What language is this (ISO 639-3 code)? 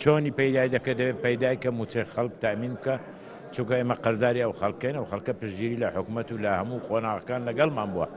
ckb